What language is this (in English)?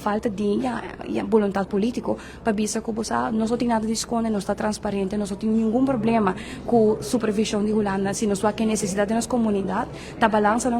Papiamento